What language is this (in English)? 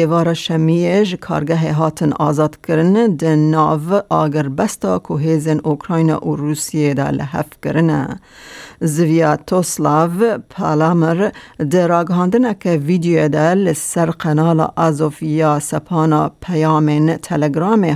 Kurdish